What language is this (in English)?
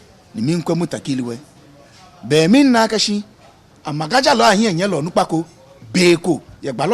Ga